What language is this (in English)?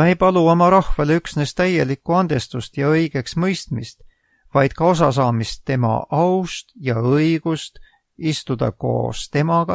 Estonian